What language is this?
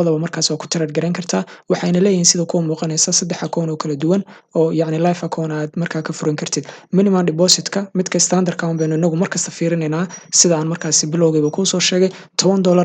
Somali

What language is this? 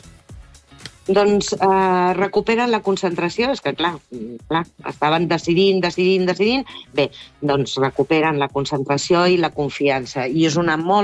Catalan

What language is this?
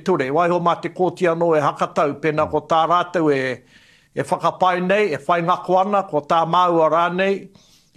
Māori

